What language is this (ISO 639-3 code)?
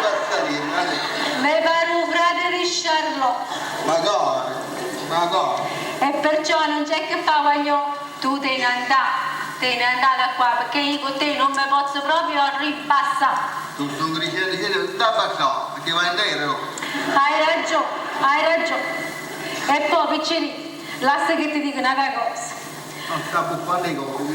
nap